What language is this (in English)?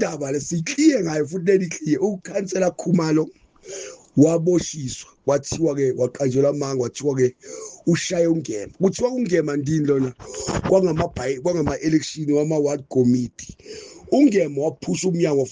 Zulu